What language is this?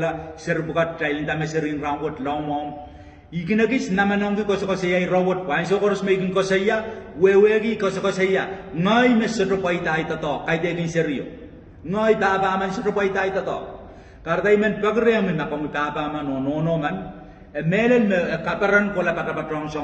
Pohnpeian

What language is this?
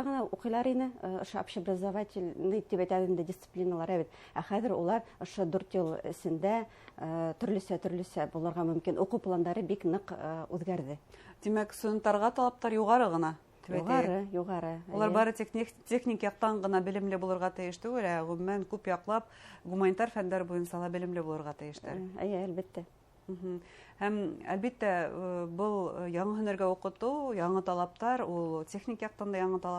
Bashkir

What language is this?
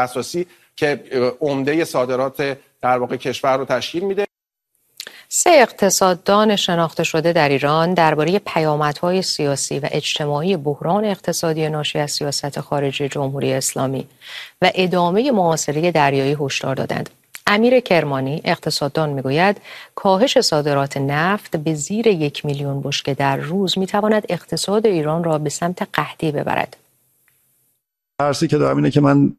Persian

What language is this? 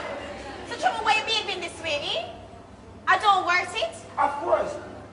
Jamaican Creole English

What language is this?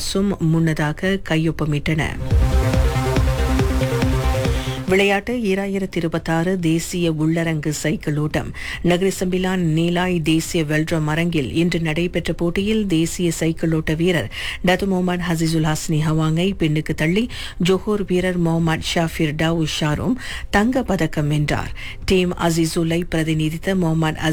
Tamil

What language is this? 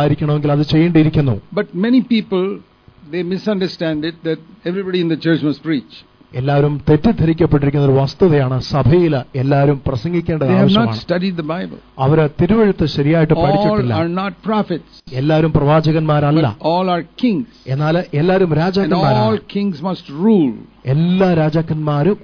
Malayalam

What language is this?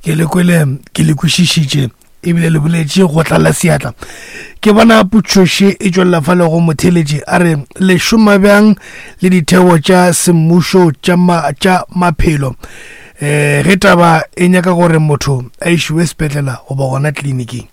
Northern Sotho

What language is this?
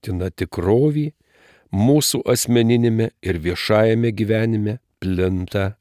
Lithuanian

